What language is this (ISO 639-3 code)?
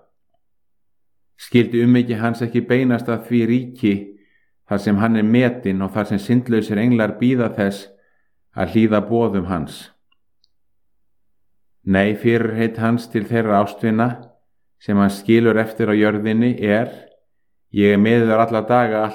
isl